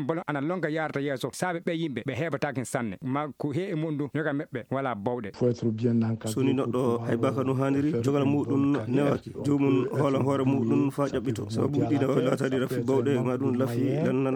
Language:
Maasina Fulfulde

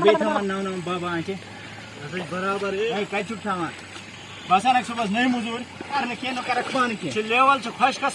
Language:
Kashmiri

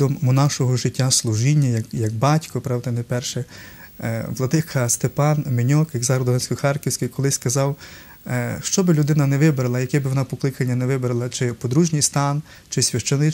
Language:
Ukrainian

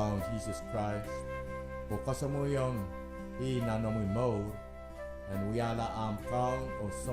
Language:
Pohnpeian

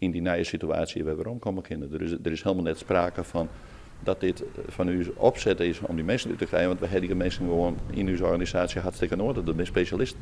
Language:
Western Frisian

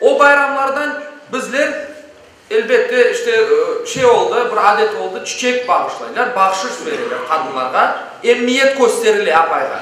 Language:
Crimean Tatar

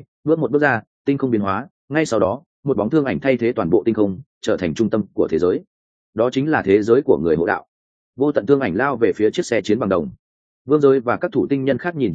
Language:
Vietnamese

